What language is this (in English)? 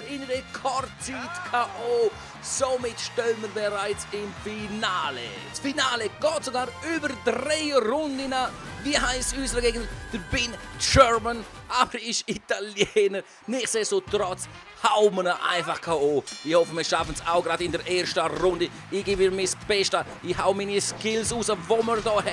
Swiss German